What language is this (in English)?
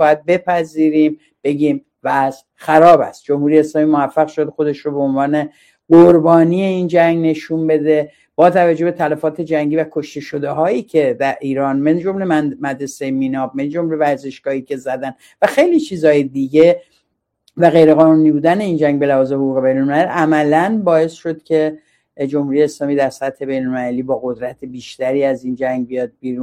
Persian